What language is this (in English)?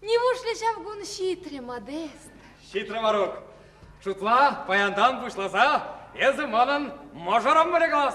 Chuvash